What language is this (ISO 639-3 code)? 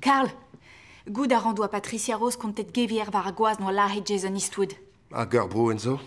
bre